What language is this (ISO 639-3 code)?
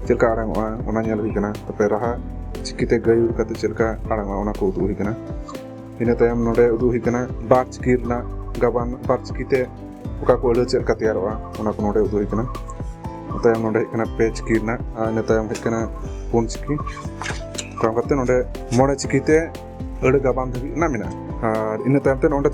sat